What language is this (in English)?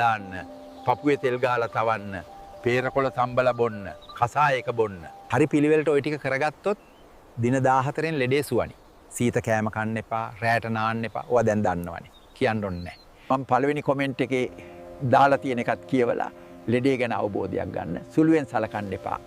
Sinhala